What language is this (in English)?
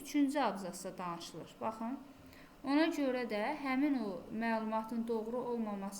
Azerbaijani